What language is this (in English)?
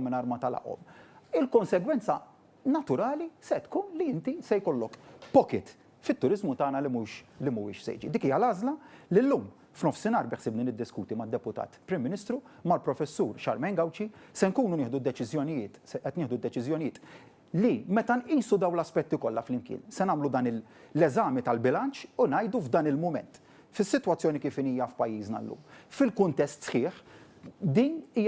Maltese